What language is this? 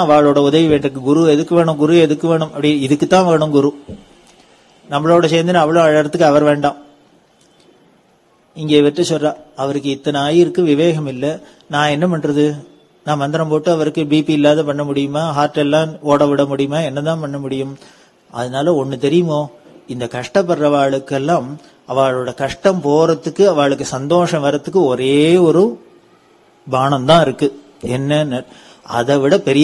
Tamil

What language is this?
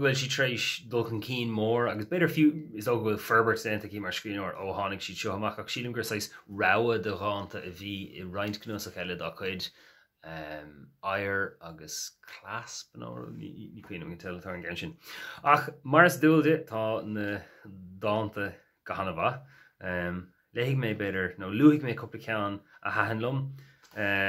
Irish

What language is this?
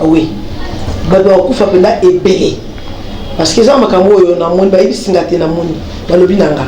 Lingala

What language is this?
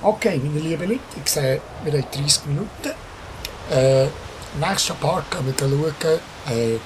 Swiss German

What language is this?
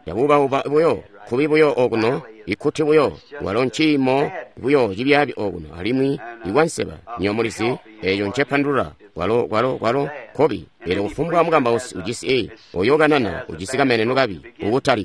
Tonga (Zambia)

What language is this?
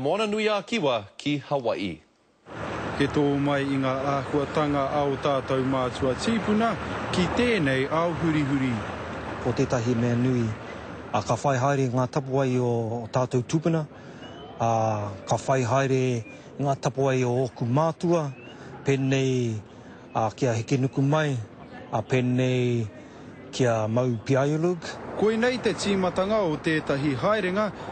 Māori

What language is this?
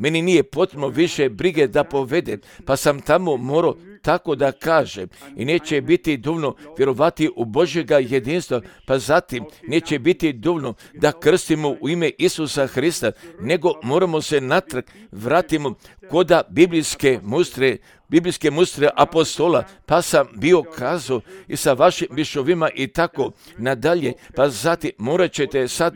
Croatian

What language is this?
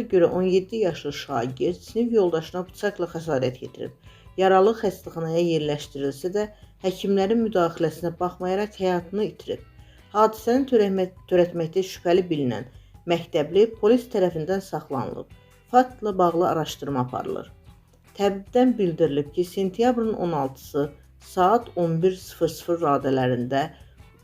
Azerbaijani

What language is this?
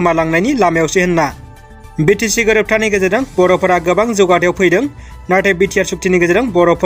Bodo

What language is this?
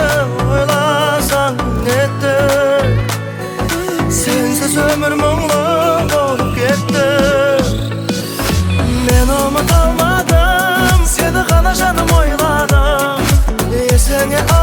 Kazakh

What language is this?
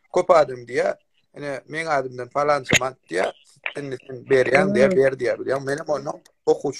Turkmen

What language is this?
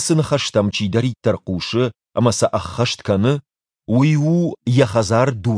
Ossetic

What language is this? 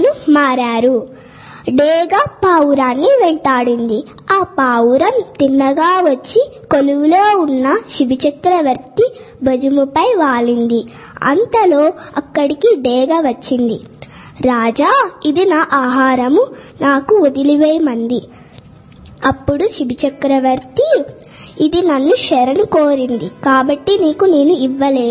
Telugu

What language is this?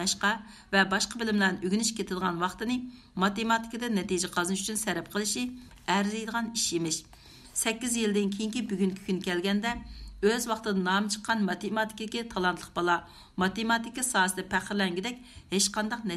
Uyghur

